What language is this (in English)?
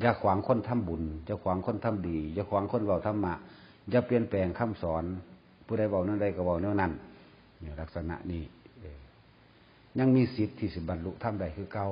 Northeastern Thai